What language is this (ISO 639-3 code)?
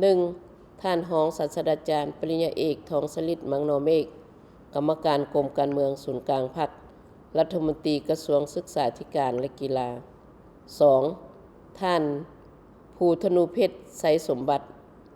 lao